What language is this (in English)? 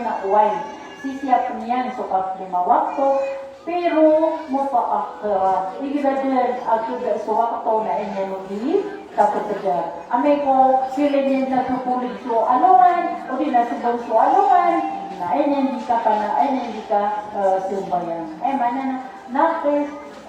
Maranao